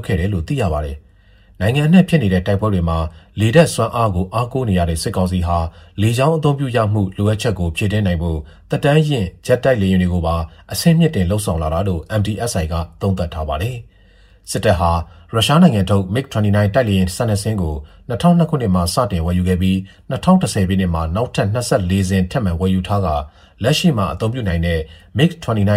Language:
Burmese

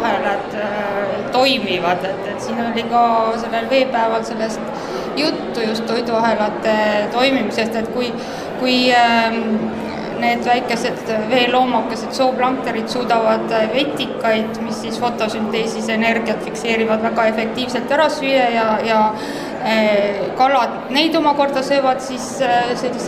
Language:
Estonian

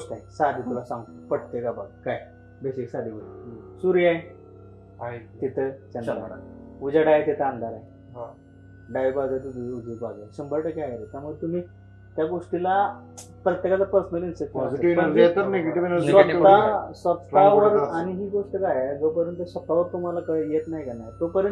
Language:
Marathi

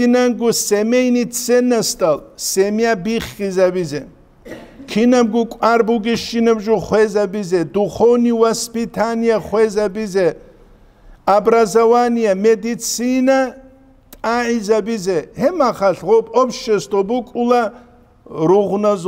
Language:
Avaric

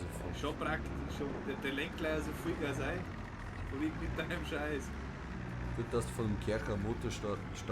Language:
Bavarian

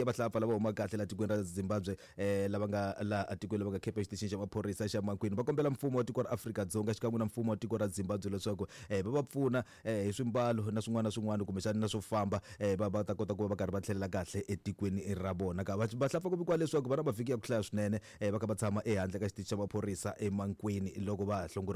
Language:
Tsonga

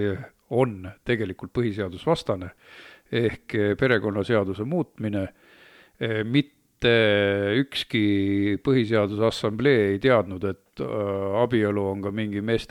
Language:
Estonian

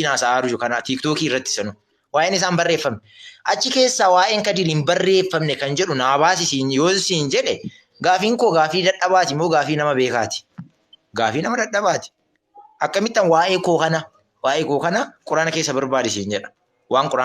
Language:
Oromo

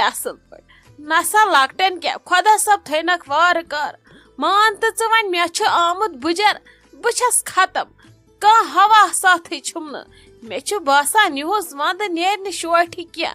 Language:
Kashmiri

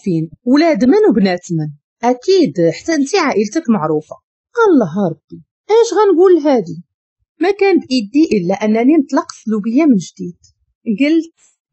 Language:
Moroccan Arabic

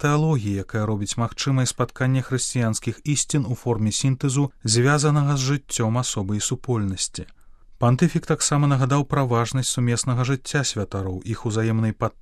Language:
Belarusian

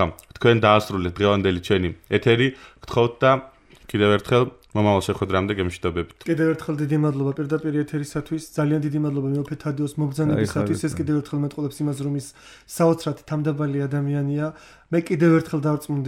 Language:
Georgian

